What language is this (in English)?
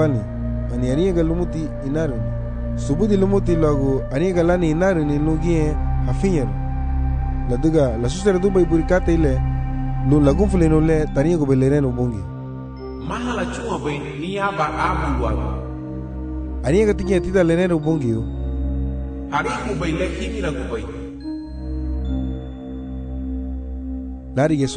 Garifuna